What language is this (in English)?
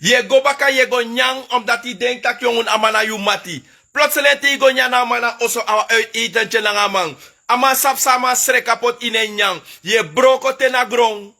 Sranan Tongo